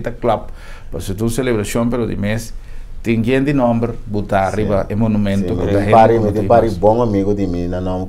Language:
Papiamento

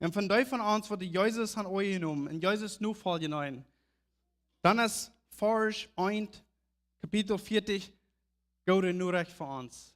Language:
Plautdietsch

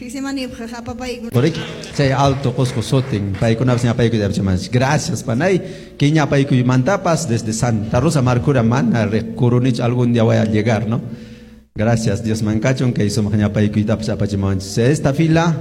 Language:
Quechua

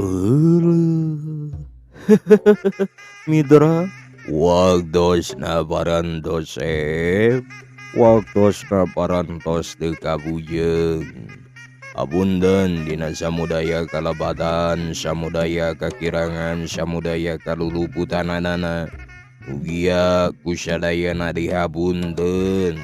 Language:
Sundanese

